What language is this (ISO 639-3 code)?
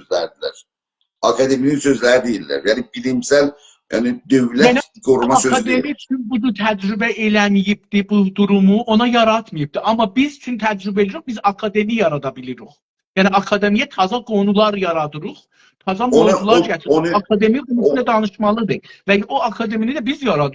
azb